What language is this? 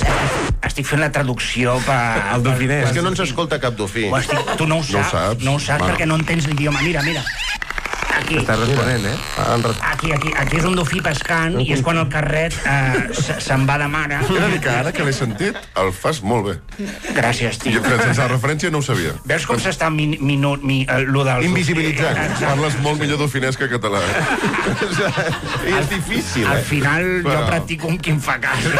Catalan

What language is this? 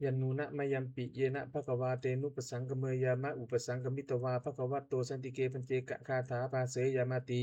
Pali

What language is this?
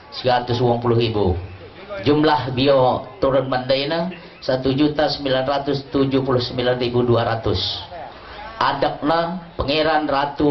Lampung Nyo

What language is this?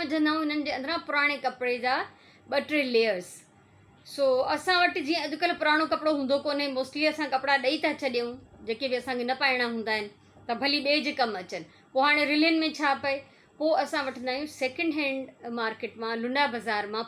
Sindhi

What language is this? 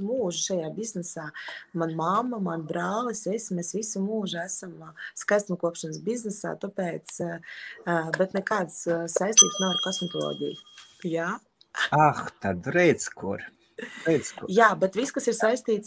Latvian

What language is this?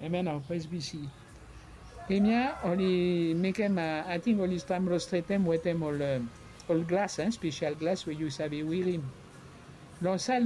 Bislama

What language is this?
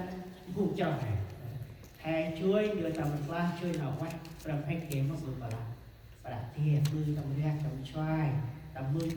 Central Mnong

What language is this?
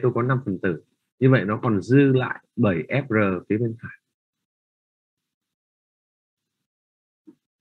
Vietnamese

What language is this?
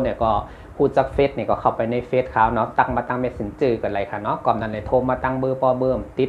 Shan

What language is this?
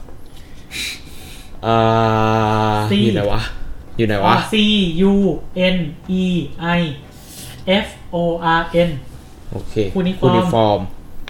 Thai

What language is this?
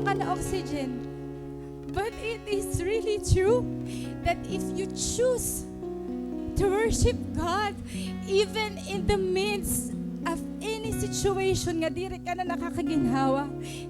Waray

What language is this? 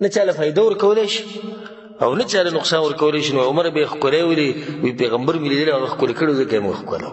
Pashto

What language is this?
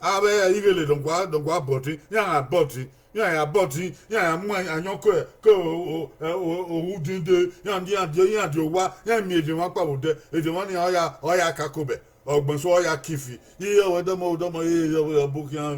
Bini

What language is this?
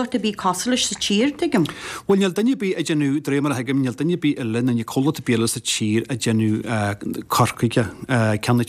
Irish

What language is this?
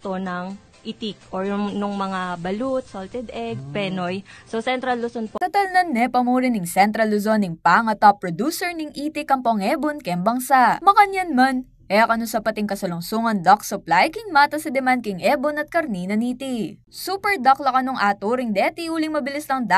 Pampanga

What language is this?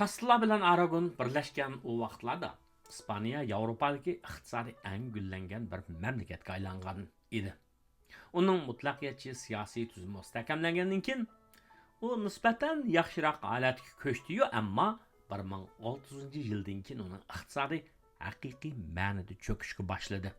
Uyghur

